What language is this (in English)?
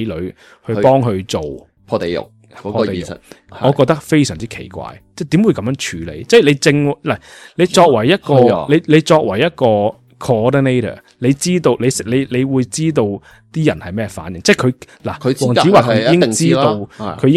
Cantonese